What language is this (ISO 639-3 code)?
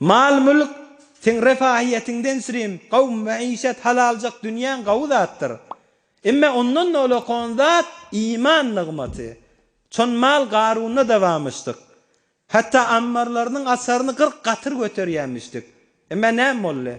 tuk